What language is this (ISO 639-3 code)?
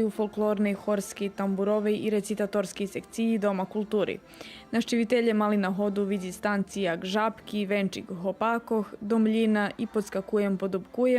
rue